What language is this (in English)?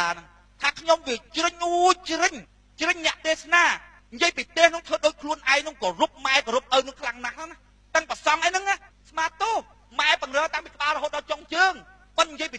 Khmer